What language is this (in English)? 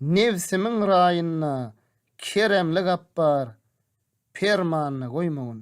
Turkmen